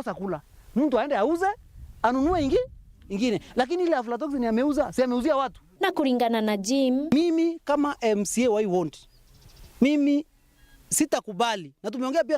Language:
Meru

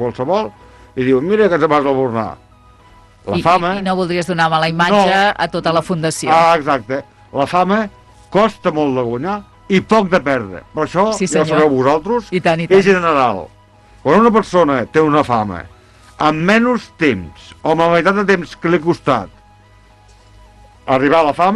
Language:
Catalan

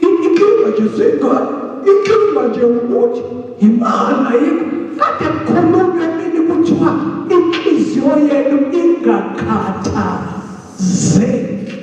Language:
Zulu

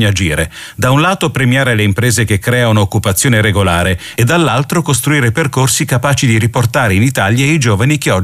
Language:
Italian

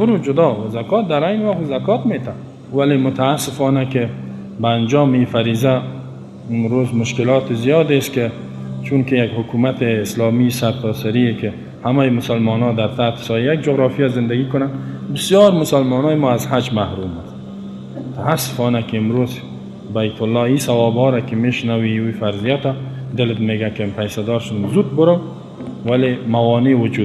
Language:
Persian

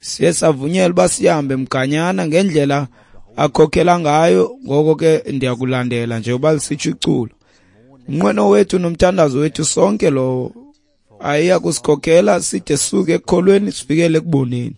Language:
Xhosa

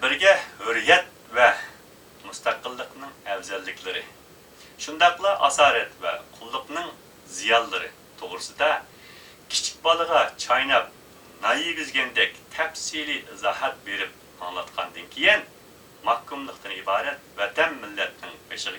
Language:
Uyghur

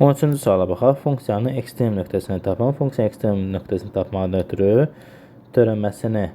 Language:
Azerbaijani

